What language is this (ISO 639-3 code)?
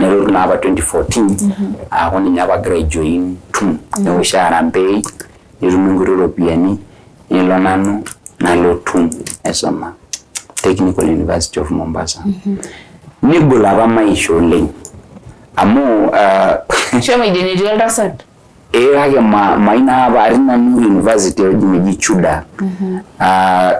mas